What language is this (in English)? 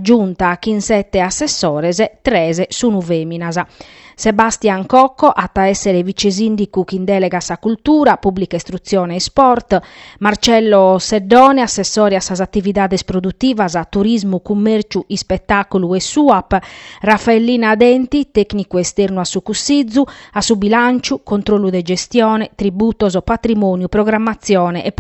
Sardinian